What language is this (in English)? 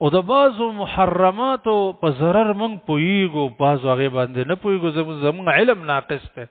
Pashto